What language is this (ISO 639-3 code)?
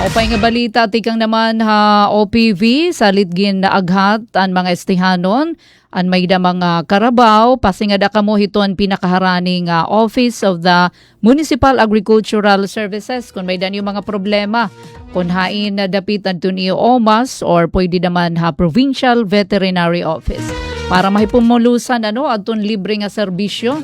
war